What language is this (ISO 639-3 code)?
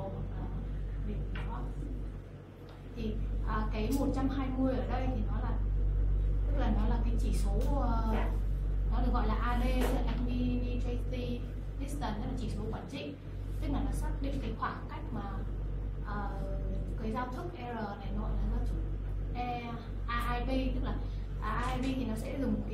vie